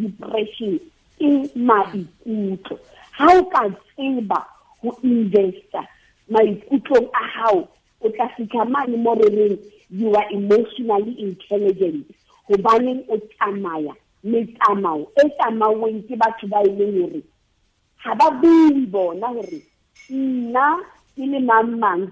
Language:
Southern Sotho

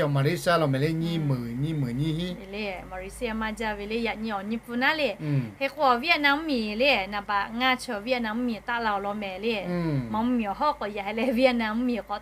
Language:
Lahu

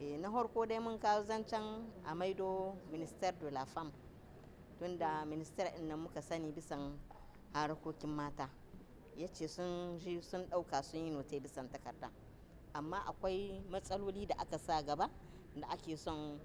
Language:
Hausa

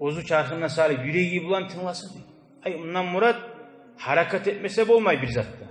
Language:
Kumyk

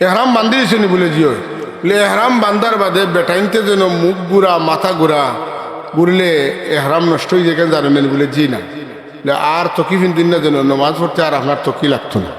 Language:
Sylheti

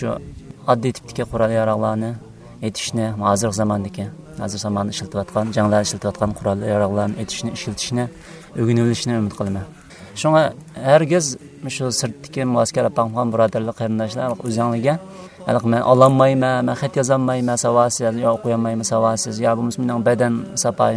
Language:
Uyghur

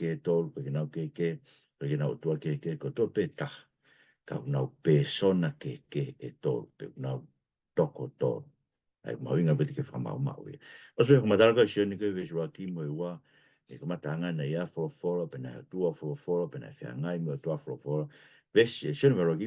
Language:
Tongan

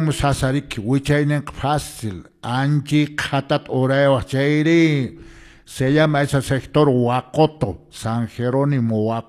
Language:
Quechua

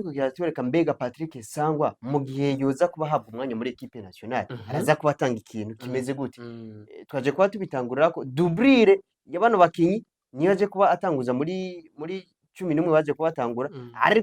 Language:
Rundi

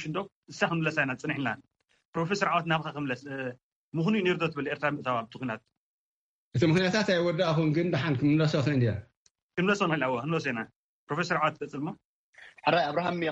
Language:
Tigrinya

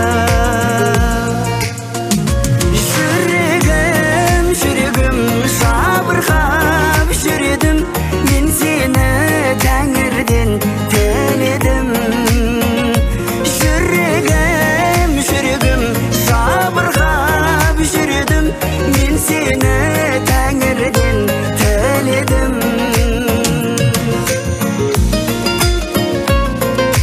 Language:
Kazakh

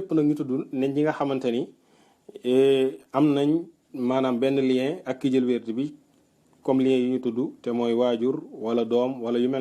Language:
Wolof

